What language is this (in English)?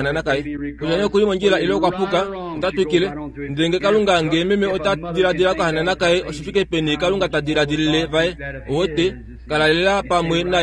Kuanyama